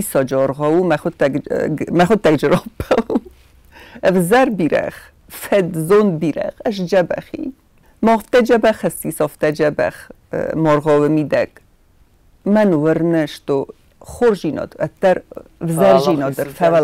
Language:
Ossetic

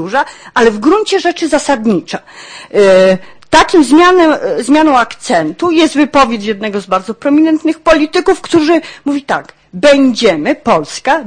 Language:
Polish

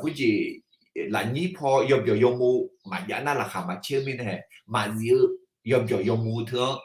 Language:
Akha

